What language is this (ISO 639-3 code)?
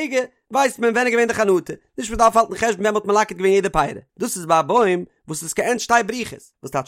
yid